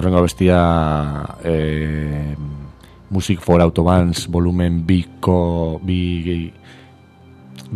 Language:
Basque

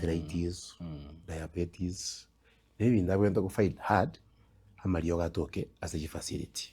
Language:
Gusii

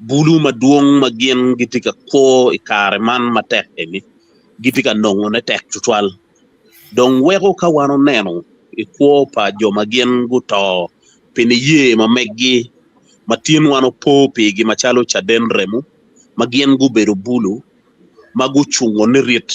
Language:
Acoli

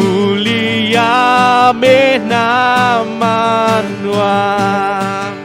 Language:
Iban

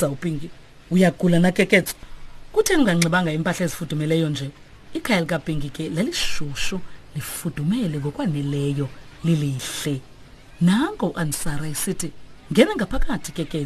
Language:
Xhosa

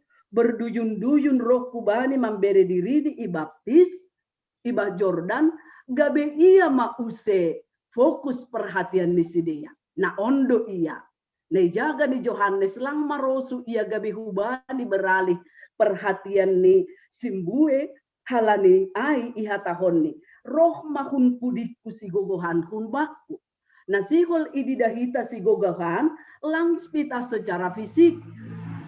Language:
Batak Simalungun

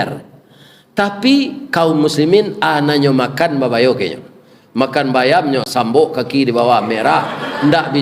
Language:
Minangkabau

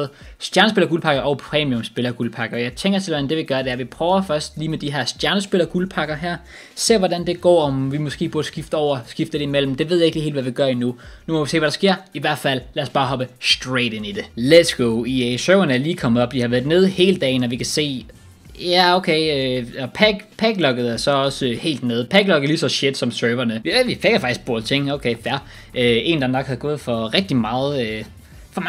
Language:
Danish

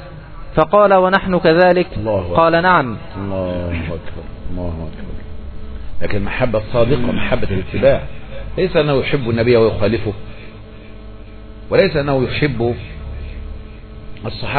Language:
Arabic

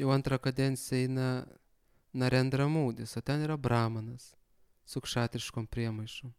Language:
Lithuanian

